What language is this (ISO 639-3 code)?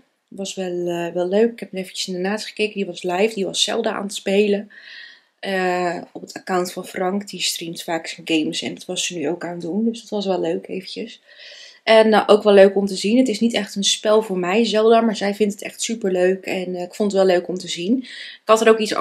nld